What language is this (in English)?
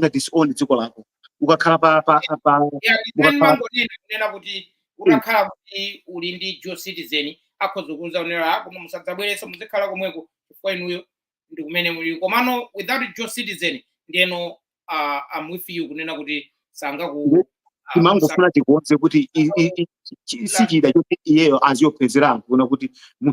Nyanja